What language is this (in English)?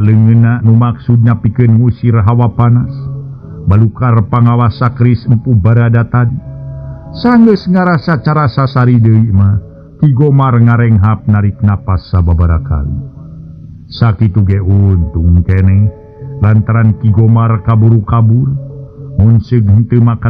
Sundanese